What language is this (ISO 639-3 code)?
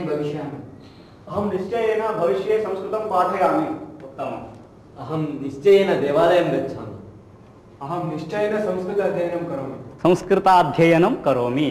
san